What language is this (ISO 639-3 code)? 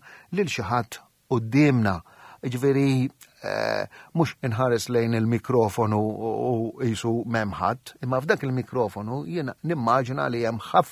mlt